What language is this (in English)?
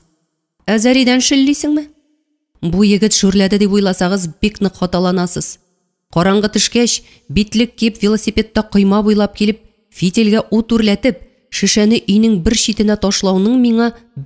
Tatar